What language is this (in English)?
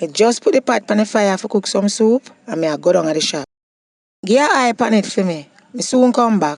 Jamaican Creole English